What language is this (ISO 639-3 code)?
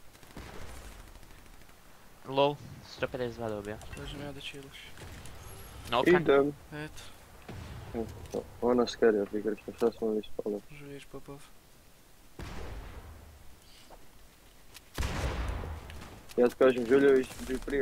hrv